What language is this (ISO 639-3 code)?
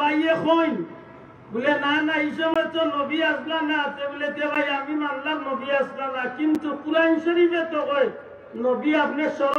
syl